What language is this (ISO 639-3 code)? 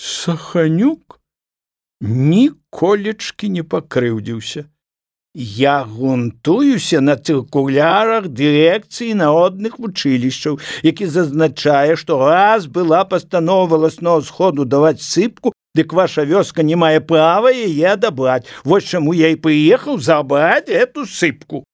bel